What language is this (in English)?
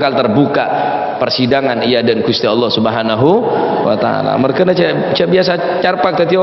Madurese